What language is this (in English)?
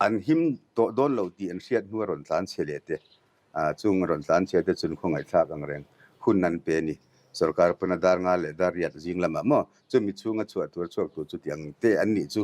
Mizo